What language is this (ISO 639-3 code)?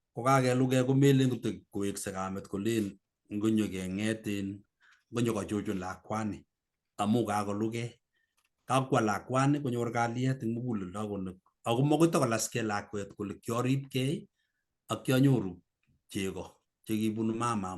kln